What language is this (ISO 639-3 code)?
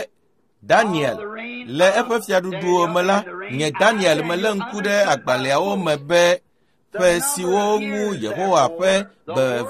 ewe